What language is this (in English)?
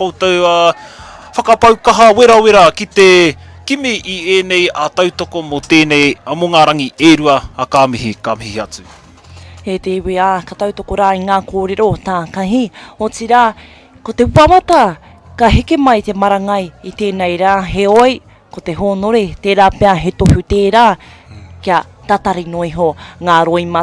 Māori